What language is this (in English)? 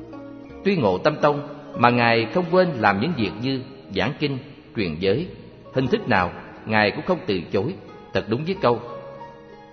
Vietnamese